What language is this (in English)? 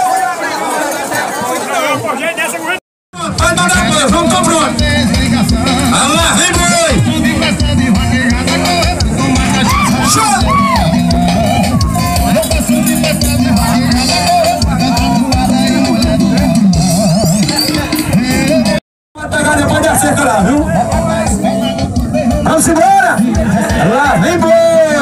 Portuguese